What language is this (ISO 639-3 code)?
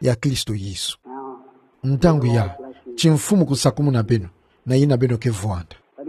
ktu